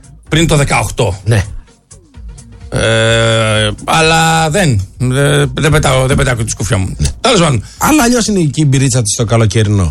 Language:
Greek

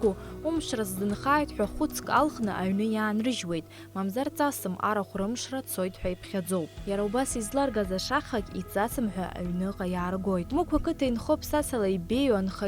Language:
Abkhazian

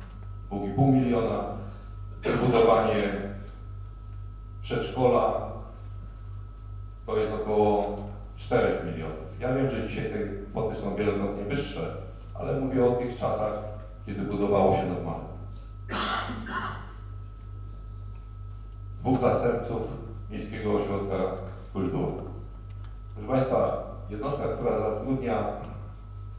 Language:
Polish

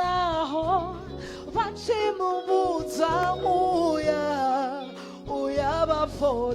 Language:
Venda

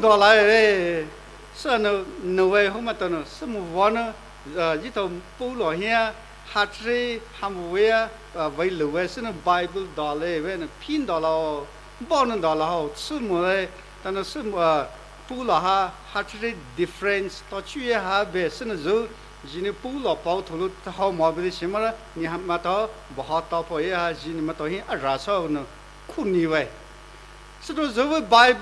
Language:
Poumei Naga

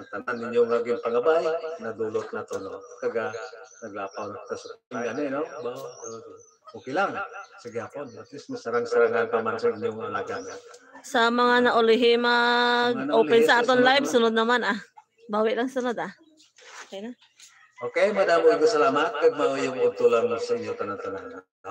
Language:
Hiligaynon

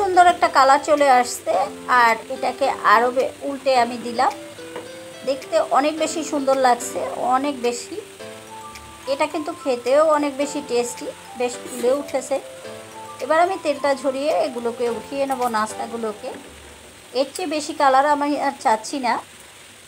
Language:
Bangla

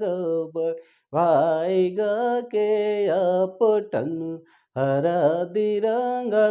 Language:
Sadri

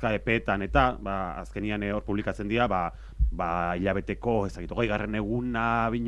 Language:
Basque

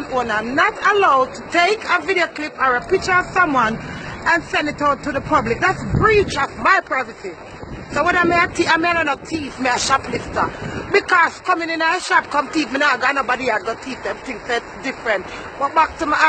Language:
Jamaican Creole English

